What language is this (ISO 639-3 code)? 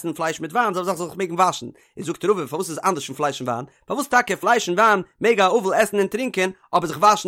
yid